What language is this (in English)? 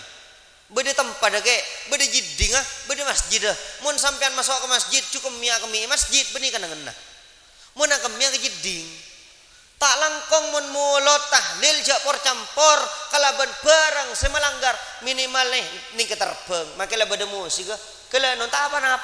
Madurese